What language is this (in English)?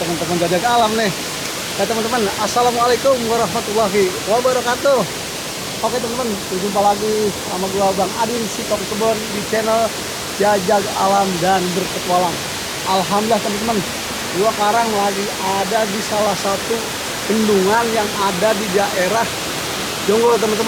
Betawi